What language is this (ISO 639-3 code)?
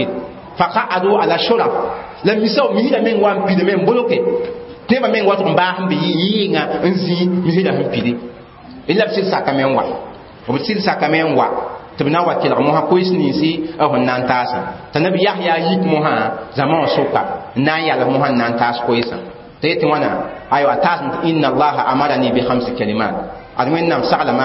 mos